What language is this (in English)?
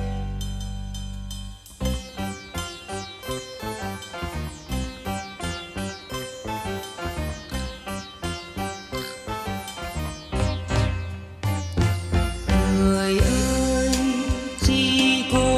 Vietnamese